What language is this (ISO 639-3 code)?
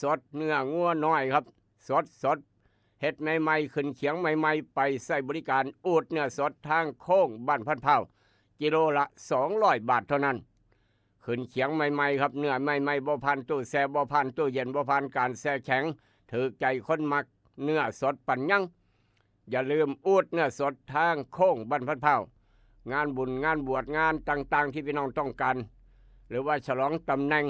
tts